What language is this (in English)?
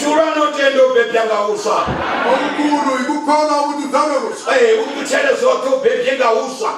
North Ndebele